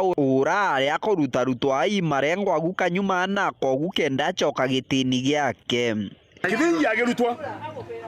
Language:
Meru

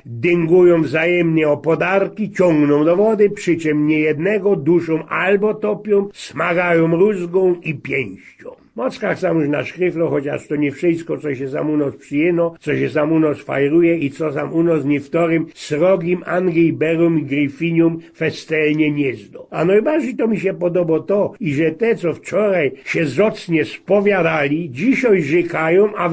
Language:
Silesian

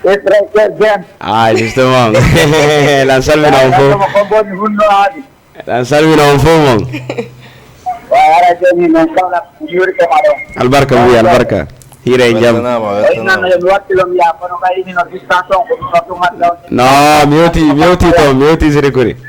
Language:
Fula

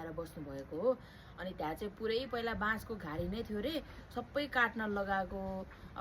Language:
Nepali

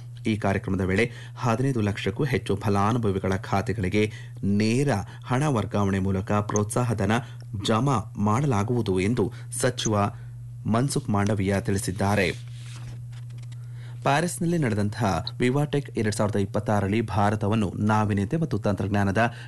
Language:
Kannada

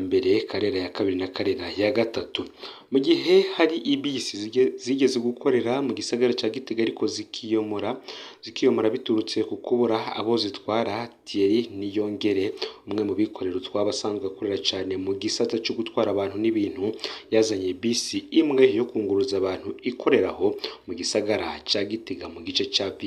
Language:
Rundi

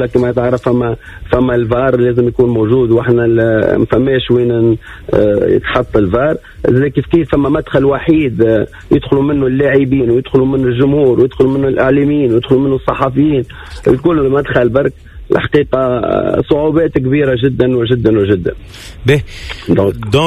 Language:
Tunisian Arabic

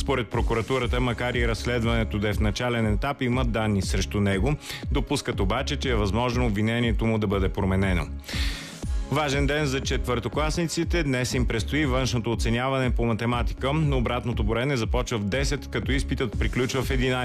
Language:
Bulgarian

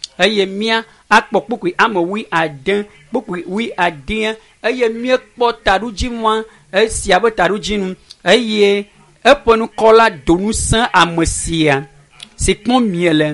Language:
Ewe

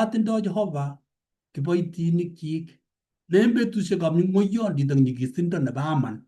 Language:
Kalenjin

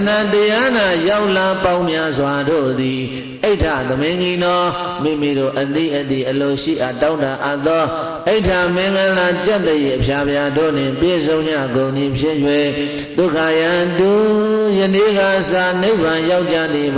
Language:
Burmese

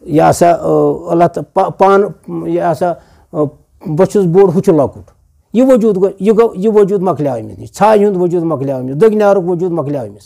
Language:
Kashmiri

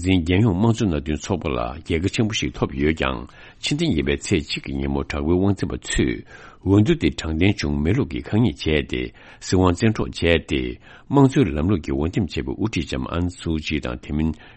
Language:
Tibetan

